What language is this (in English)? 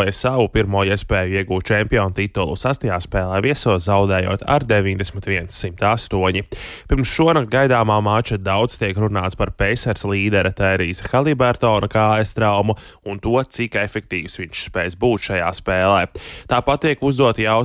Latvian